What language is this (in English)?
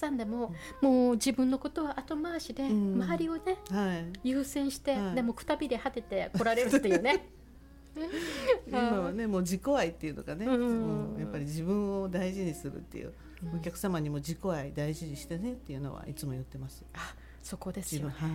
Japanese